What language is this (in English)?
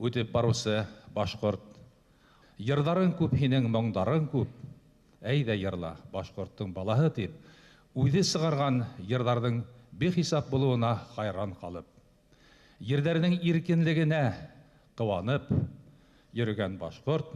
Bashkir